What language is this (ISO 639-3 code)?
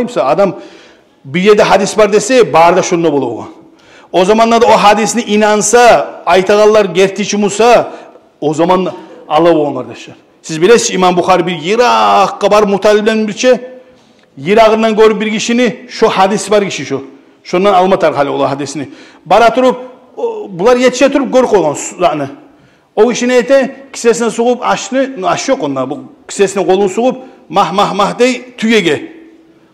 kum